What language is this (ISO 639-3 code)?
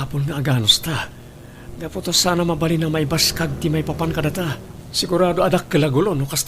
ilo